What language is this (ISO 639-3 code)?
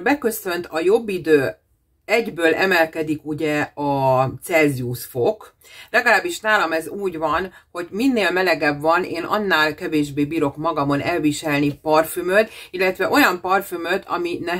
hun